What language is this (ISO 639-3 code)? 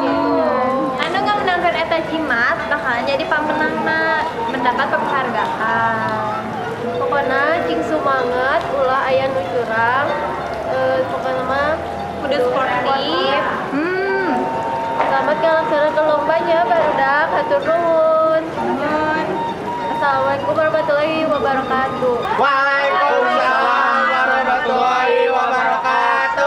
sun